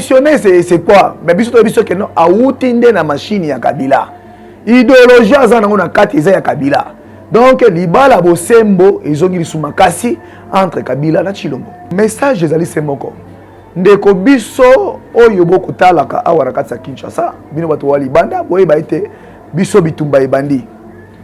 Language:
Lingala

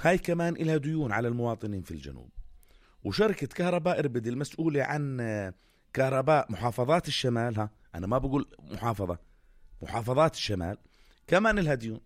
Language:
North Levantine Arabic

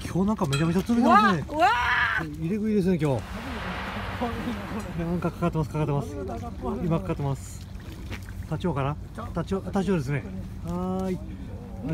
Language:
Japanese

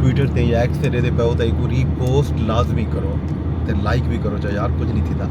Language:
Saraiki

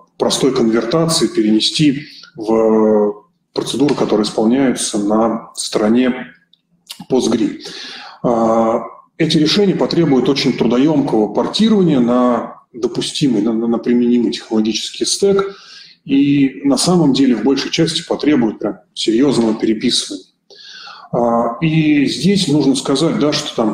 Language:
Russian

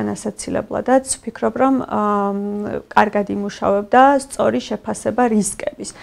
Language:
Georgian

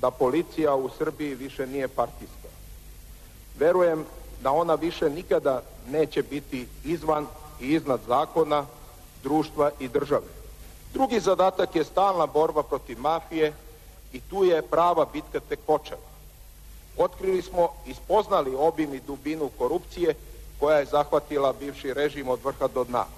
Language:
Serbian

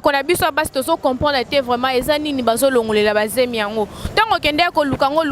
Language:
Lingala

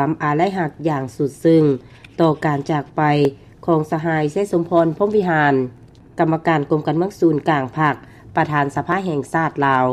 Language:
Lao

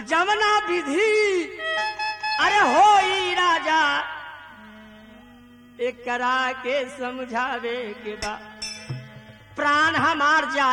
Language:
Bhojpuri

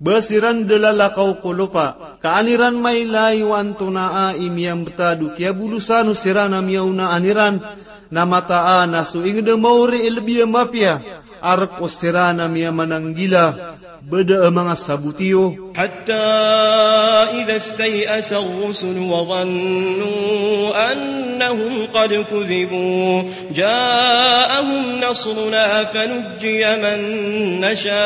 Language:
Maranao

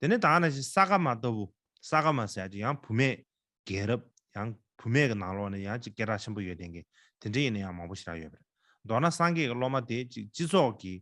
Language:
Tibetan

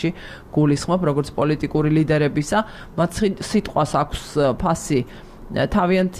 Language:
Georgian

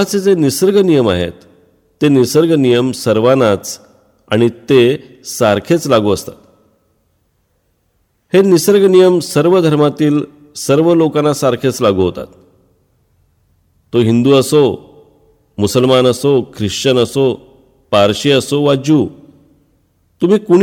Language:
Marathi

